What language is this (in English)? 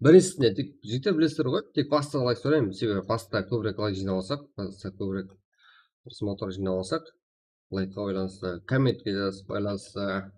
Kara-Kalpak